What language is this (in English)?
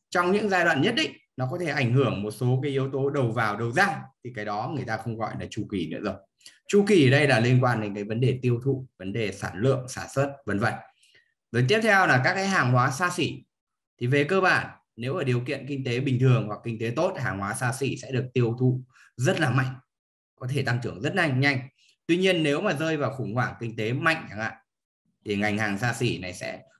Vietnamese